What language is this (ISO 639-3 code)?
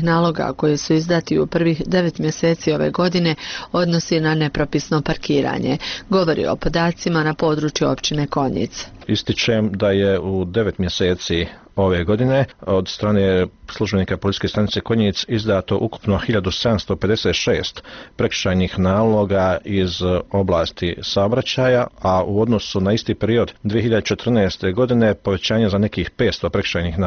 bos